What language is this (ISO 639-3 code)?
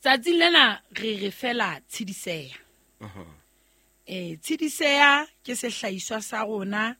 sot